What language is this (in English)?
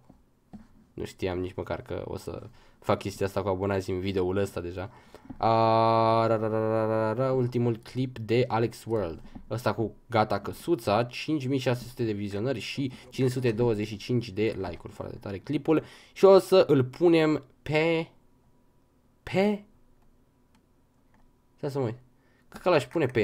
Romanian